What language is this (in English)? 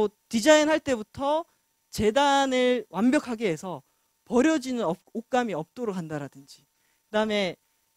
Korean